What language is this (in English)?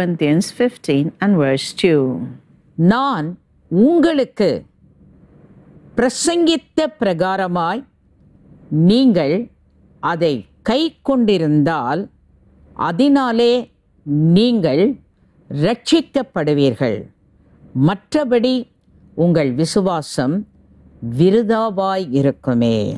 Tamil